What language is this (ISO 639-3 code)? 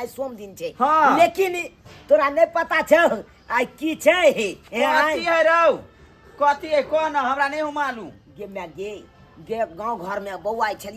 mai